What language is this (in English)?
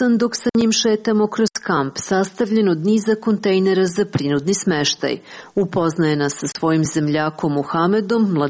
Serbian